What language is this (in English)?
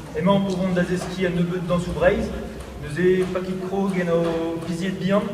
Breton